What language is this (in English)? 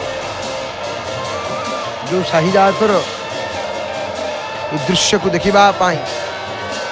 Odia